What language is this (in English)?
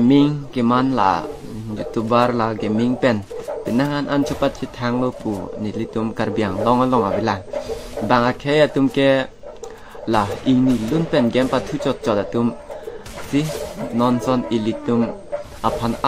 Karbi